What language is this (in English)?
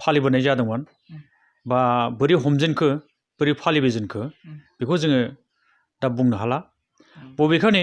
Bodo